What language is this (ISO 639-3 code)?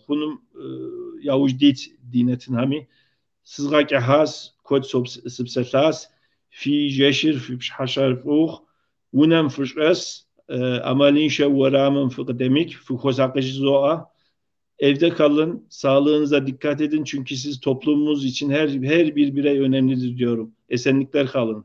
kbd